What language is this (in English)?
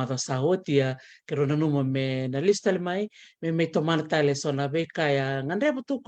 Fijian